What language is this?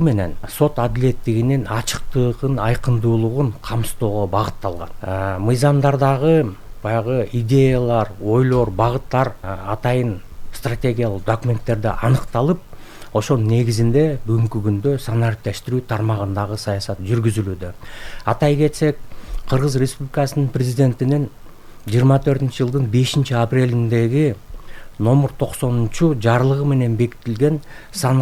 Kyrgyz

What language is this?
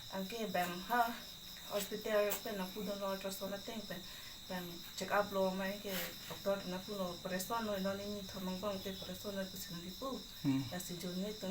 Karbi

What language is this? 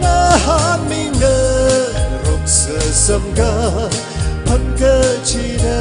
Tangkhul Naga (India)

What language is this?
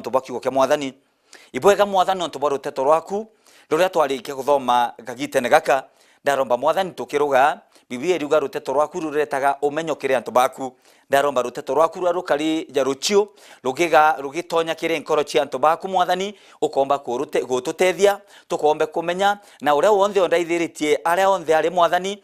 Meru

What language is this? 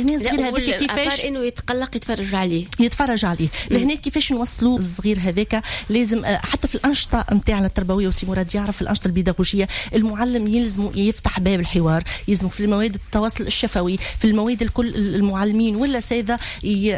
Tunisian Arabic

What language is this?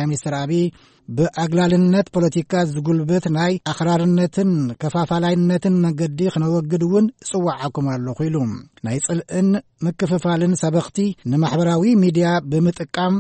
Tigrinya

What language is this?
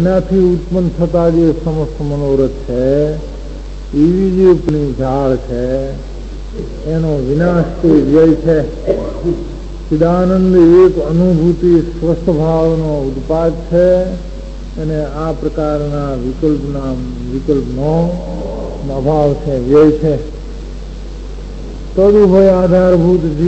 Gujarati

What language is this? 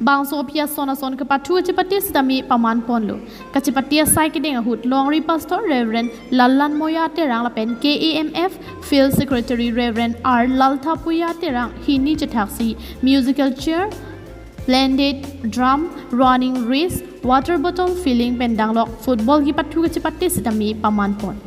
Karbi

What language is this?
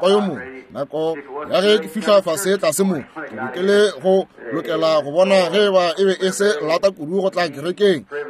Northern Sotho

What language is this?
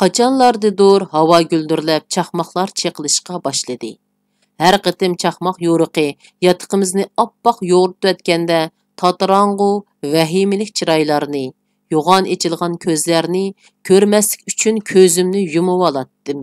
Uyghur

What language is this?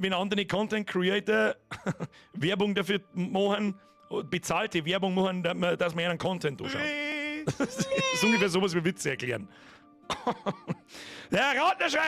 Bavarian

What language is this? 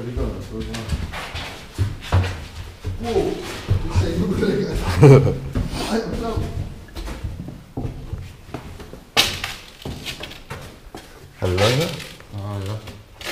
Danish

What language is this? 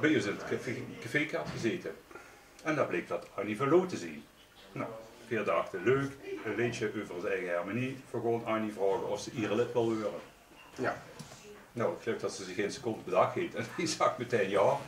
Limburgish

